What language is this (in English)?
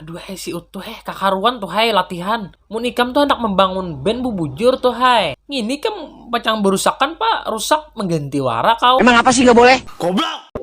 Banjar